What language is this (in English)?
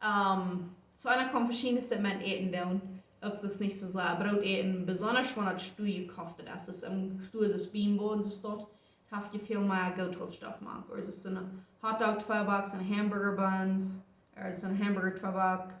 Plautdietsch